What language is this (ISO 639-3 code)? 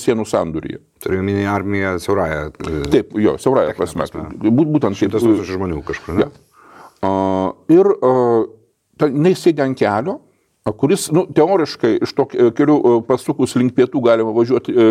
lit